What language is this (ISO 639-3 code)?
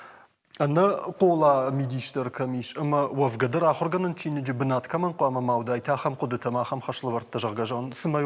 oss